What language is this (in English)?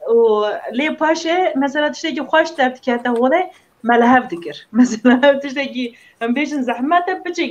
Kurdish